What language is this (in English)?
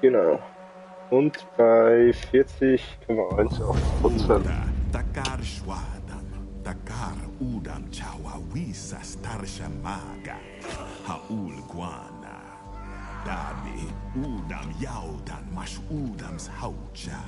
Swiss German